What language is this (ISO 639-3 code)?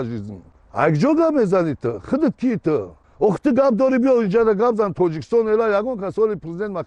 tgk